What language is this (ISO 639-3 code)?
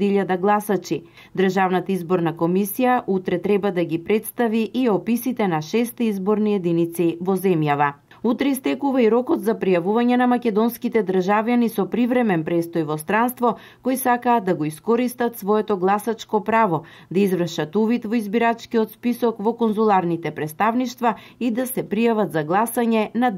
mkd